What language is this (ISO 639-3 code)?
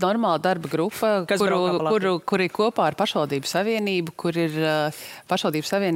lav